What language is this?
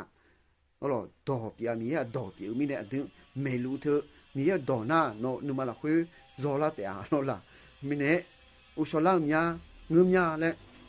Akha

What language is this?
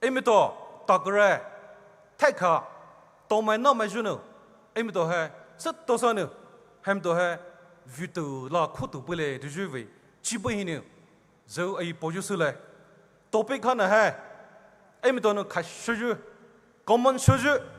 Poumei Naga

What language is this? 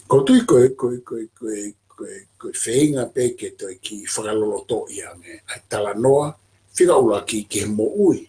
Tongan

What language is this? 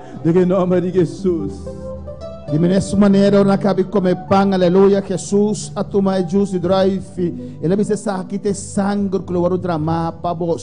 Papiamento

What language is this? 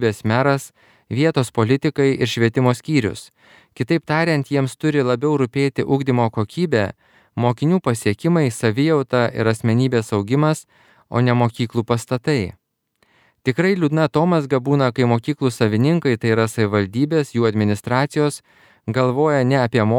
Lithuanian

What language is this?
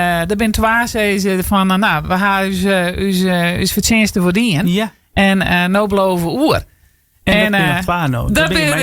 Western Frisian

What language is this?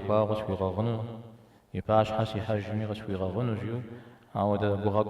Kabardian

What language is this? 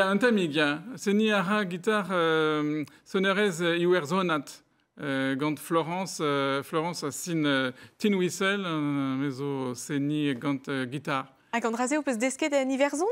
Breton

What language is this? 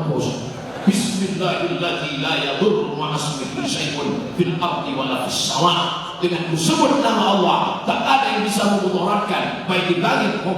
Minangkabau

